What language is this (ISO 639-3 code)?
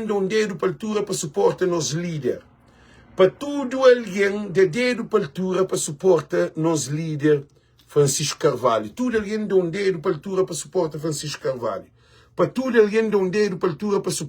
kea